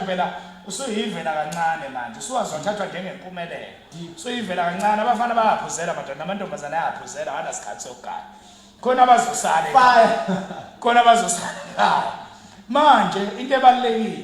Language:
Zulu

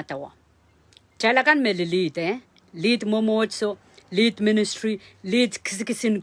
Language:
Pohnpeian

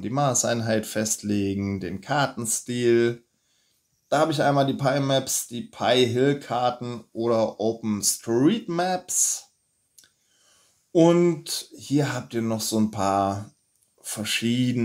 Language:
German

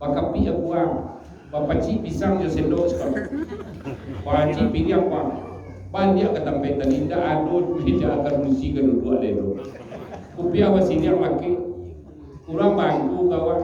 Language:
Minangkabau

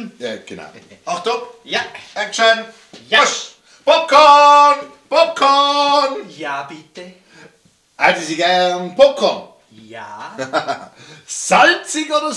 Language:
Swiss German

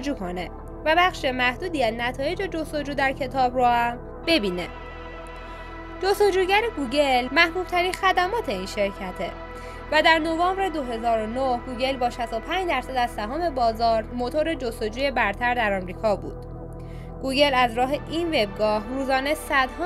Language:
Persian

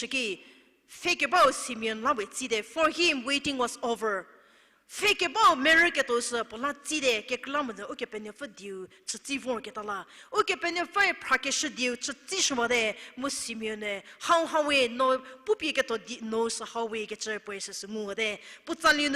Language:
Angami Naga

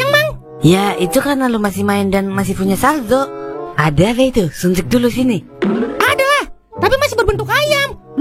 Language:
Betawi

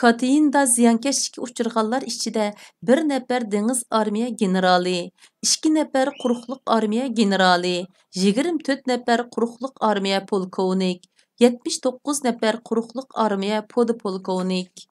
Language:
Uyghur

